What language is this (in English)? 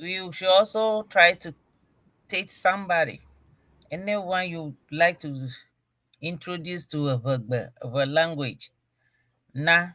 Ewe